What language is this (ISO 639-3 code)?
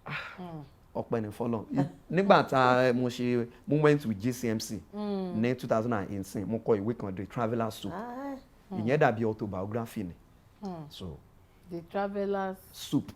yor